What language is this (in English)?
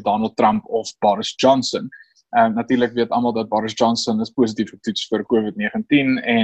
Afrikaans